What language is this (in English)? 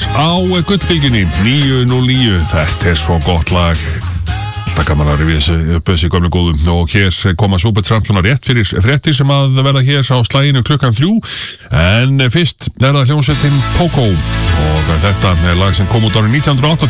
Icelandic